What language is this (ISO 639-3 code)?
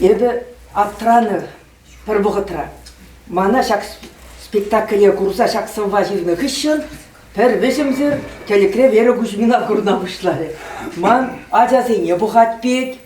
chv